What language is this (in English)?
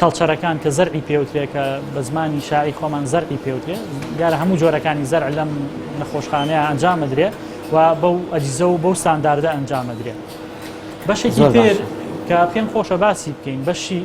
Central Kurdish